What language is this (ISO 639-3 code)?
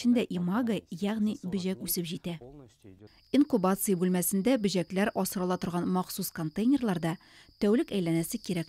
tat